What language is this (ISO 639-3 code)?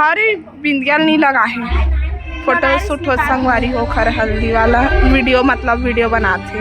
hne